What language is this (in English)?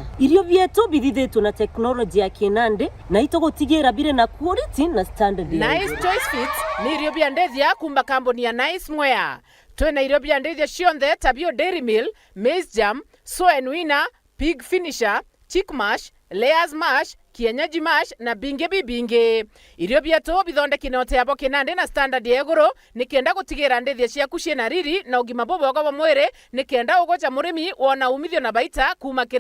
Meru